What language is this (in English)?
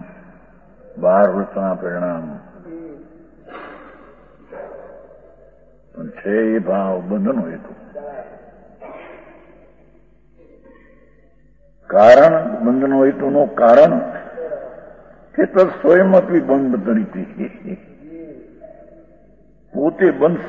Gujarati